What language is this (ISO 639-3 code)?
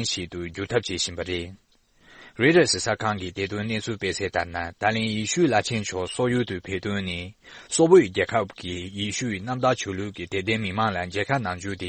bod